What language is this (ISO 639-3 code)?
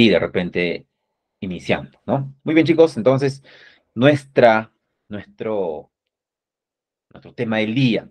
spa